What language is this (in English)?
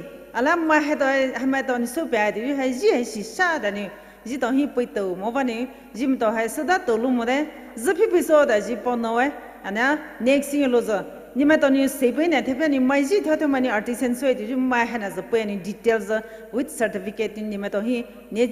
Poumei Naga